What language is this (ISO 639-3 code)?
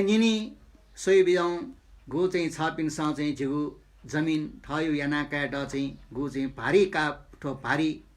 new